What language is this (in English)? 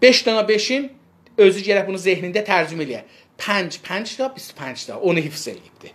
South Azerbaijani